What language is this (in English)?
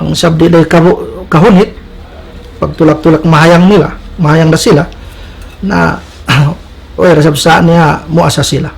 Tausug